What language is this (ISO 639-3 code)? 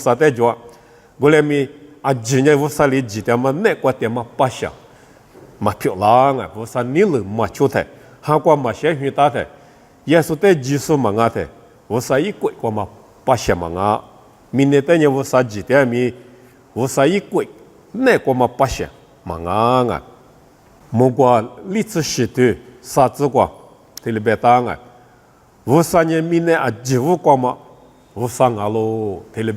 lis